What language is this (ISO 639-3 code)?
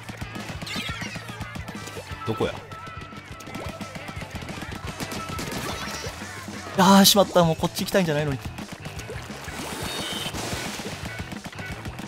jpn